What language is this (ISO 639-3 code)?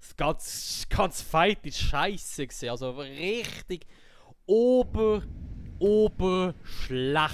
gsw